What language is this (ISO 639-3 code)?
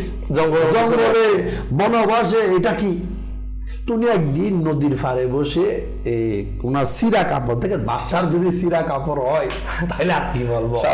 ben